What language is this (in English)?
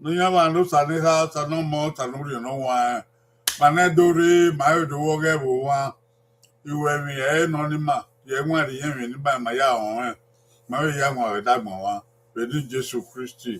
Bini